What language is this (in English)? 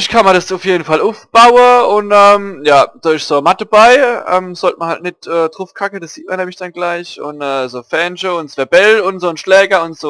Palatine German